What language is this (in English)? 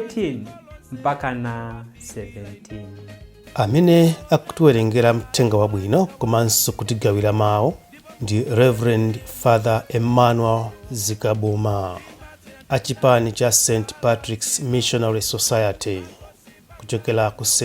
Nyanja